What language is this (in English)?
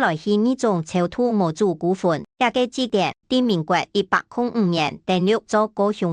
Hakka Chinese